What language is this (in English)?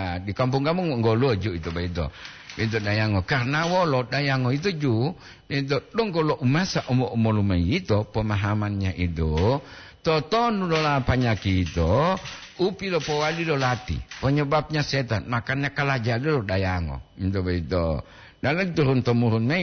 Gorontalo